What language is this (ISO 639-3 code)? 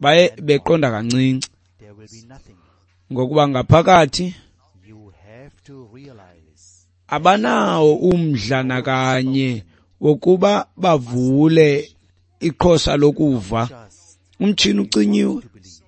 xho